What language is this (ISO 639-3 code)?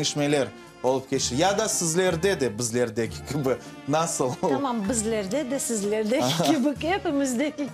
crh